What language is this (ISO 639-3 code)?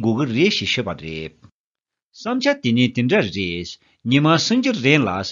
bod